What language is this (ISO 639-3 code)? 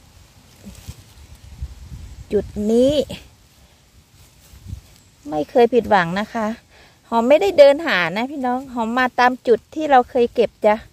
tha